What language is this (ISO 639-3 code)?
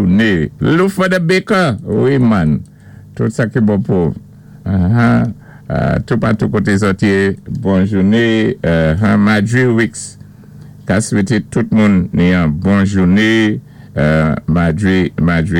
acf